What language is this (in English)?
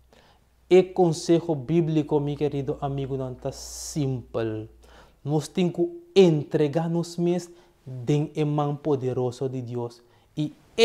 Papiamento